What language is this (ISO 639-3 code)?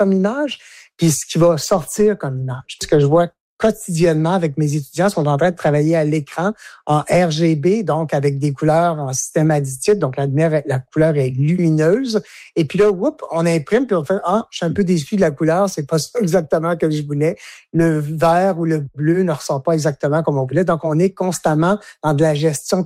fra